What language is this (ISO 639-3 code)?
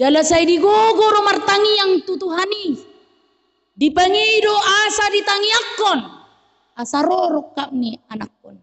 bbc